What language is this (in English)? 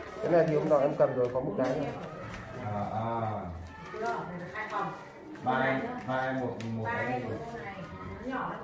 Vietnamese